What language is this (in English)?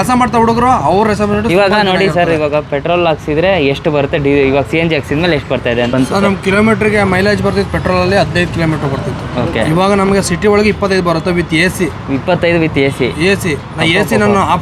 Kannada